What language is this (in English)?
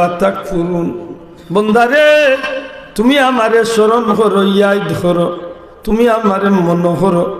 Sylheti